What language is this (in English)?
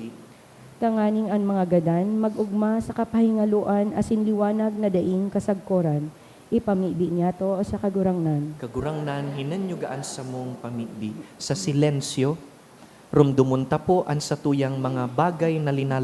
Bikol